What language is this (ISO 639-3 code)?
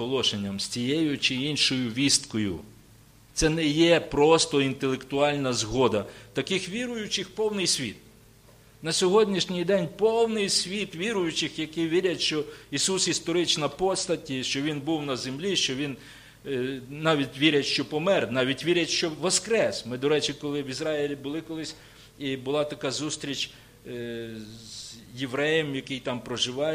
ukr